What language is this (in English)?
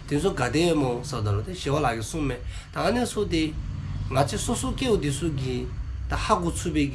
Dzongkha